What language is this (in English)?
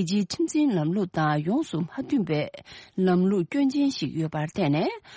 Tibetan